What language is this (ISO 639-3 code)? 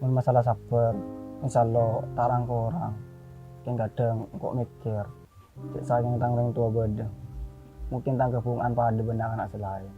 mad